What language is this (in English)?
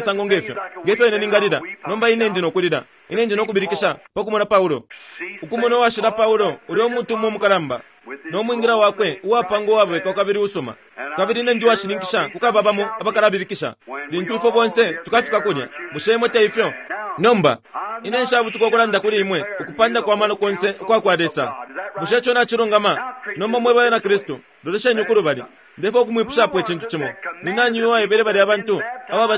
Bemba